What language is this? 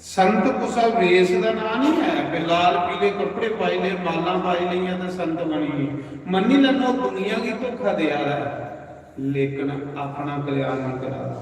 Dogri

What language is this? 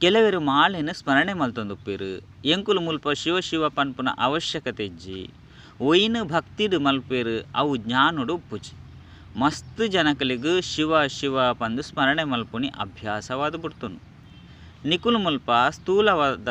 Tulu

